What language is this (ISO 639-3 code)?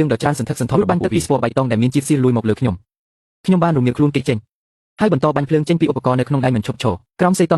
khm